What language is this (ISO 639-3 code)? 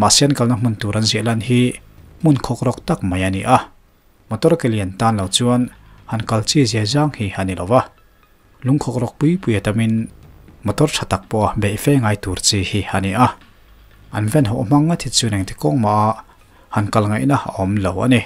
lus